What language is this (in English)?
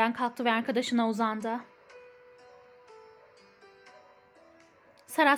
Turkish